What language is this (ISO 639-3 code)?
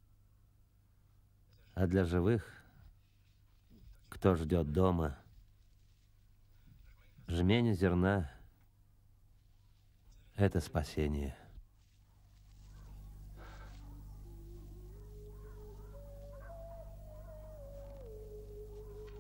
rus